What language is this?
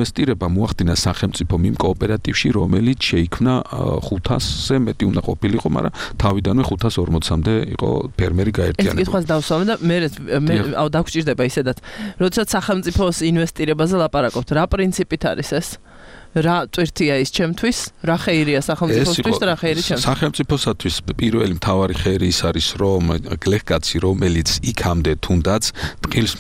Georgian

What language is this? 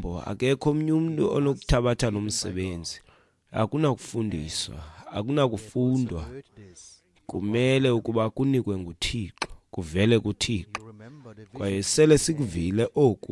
Xhosa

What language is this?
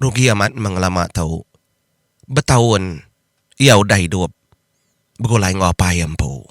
Iban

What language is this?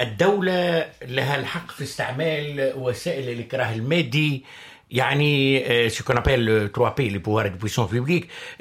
Tunisian Arabic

